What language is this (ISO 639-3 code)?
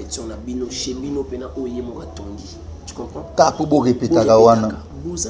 lin